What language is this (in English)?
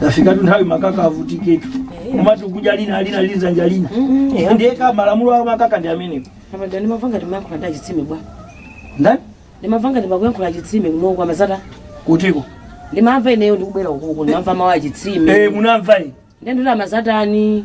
Nyanja